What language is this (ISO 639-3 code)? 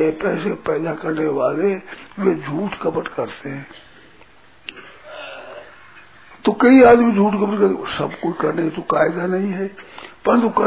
hin